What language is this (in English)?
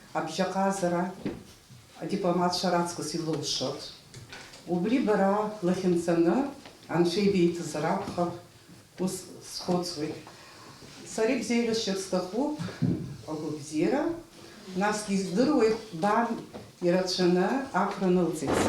Abkhazian